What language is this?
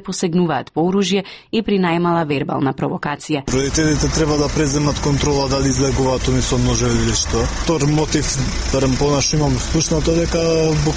Macedonian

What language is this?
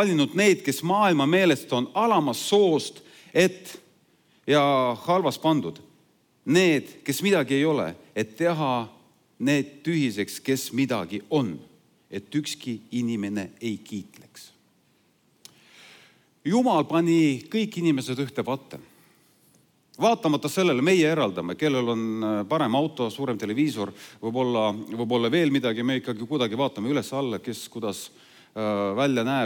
Estonian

